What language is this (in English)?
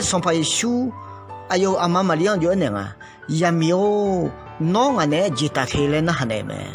Akha